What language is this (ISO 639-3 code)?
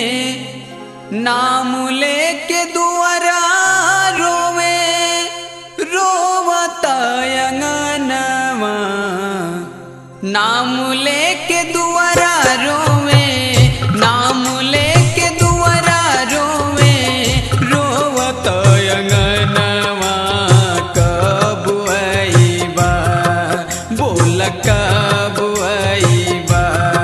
bho